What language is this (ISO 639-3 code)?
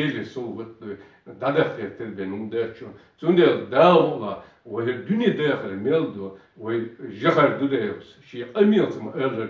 che